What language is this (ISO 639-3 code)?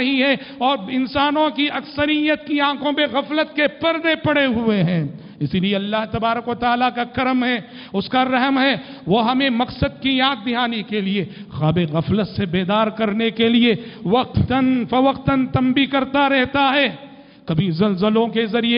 urd